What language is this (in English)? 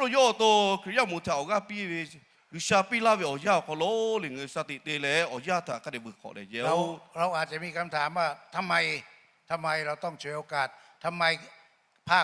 Lahu